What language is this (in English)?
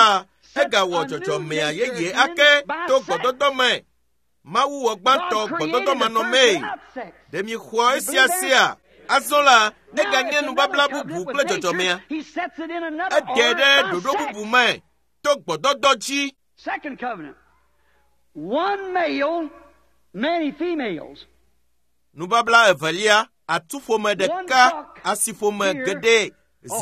Ewe